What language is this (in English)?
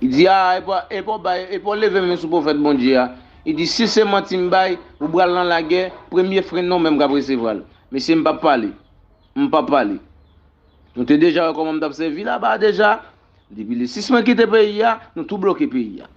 Haitian Creole